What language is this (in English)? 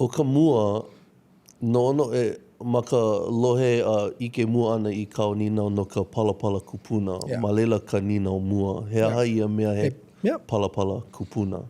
Hawaiian